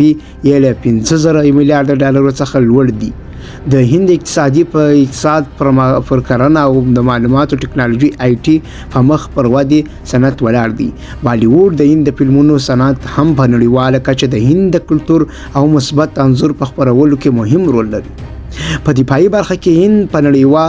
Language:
Pashto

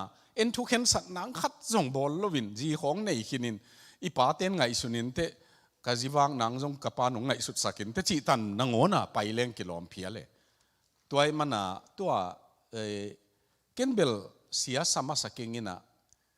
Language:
Tedim Chin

